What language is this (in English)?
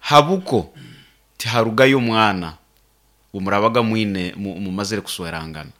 Nyankole